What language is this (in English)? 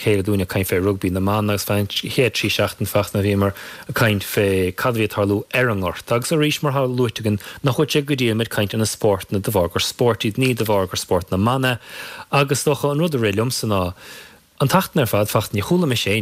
Irish